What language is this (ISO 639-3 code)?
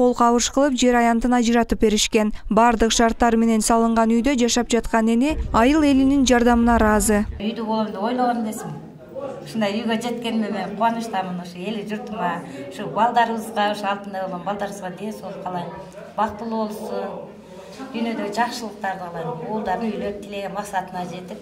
kir